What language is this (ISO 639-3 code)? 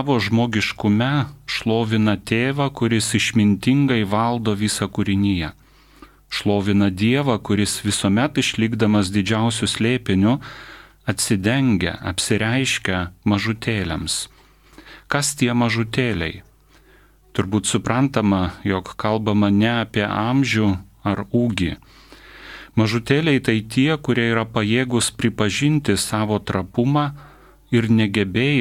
lit